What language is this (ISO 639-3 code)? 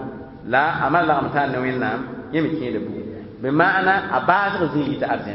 mos